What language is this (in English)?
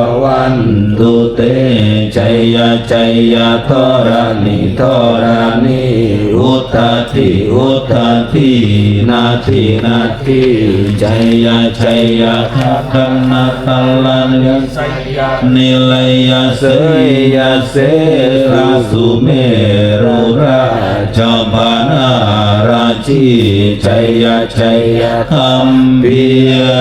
Pali